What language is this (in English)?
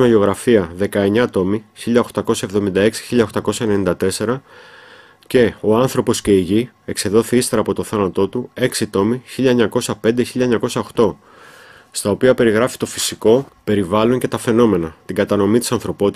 Greek